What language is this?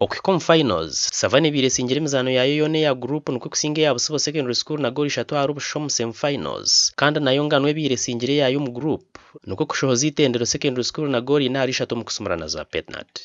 Nyankole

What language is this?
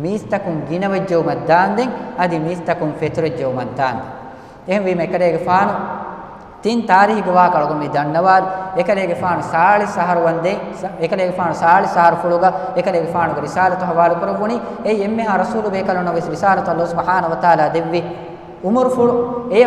Divehi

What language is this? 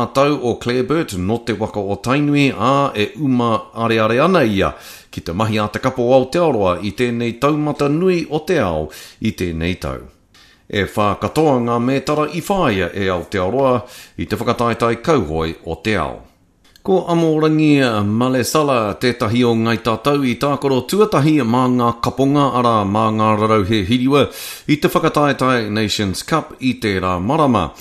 Māori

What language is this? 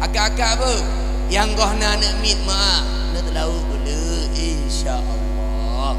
Achinese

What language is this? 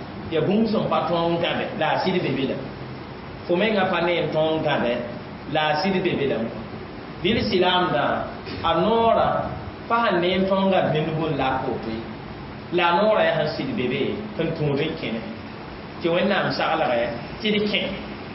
Mossi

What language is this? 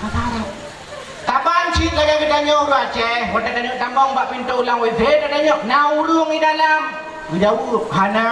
Achinese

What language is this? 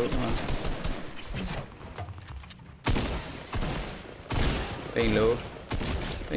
Danish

